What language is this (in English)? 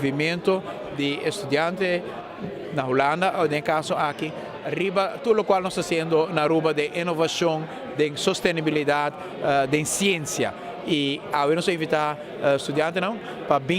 Papiamento